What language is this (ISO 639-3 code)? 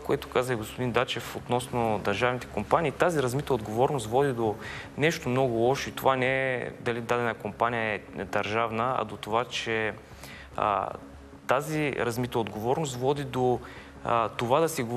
bul